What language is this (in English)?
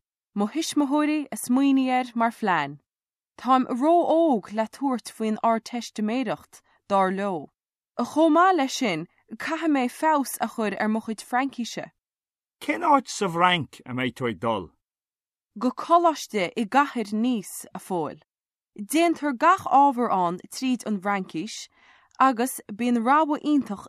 Irish